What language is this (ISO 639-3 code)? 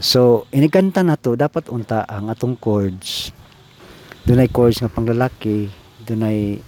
ceb